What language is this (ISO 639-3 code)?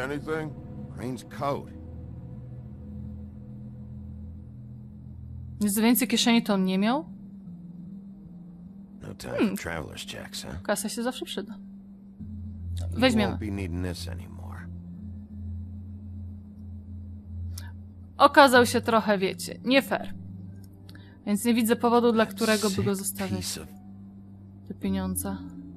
pol